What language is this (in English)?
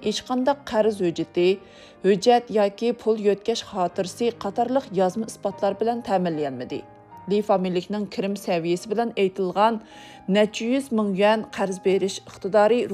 Uyghur